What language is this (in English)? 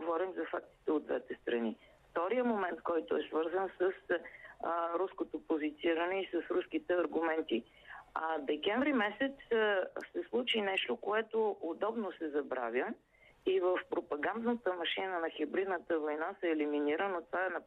Bulgarian